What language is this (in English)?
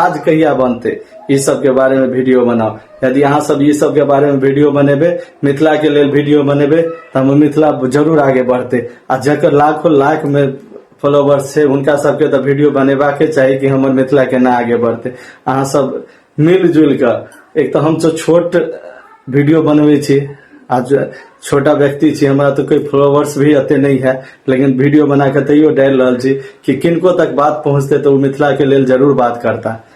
Maithili